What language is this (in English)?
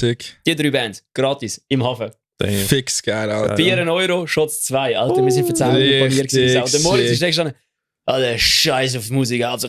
Swiss German